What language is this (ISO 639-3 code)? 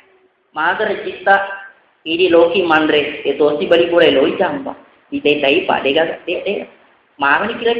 bug